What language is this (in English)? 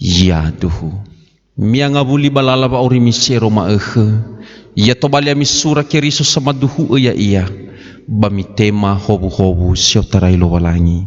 Nias